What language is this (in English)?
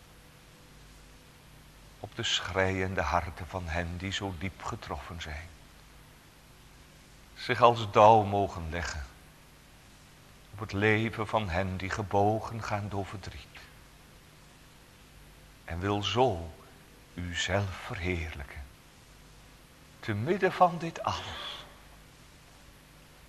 Dutch